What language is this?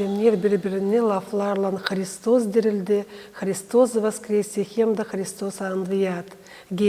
Gagauz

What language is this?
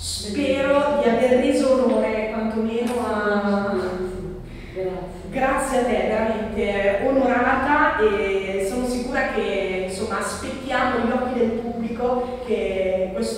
Italian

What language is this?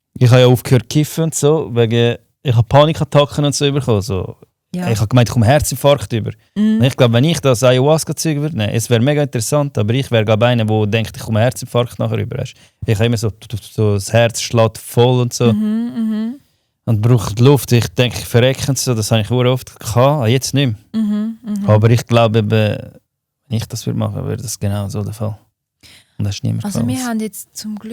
Swiss German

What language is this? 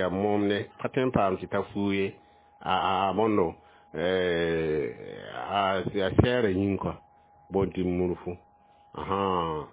Mossi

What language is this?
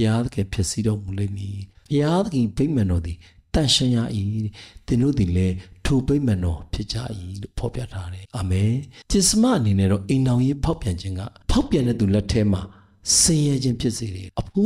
Burmese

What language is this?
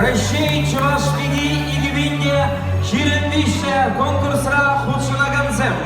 Chuvash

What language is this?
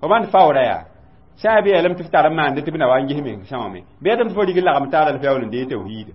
Mossi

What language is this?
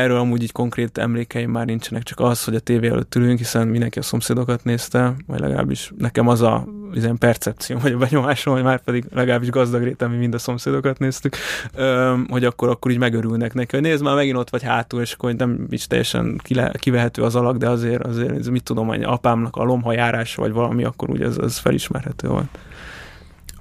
Hungarian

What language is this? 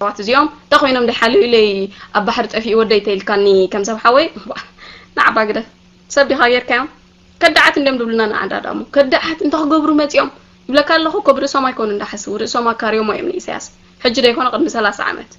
Tigrinya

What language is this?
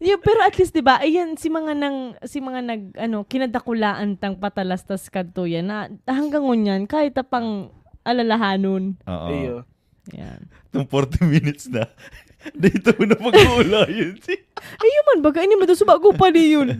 Bikol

